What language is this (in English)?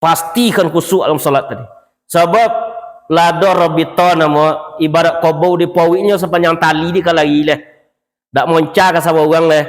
Minangkabau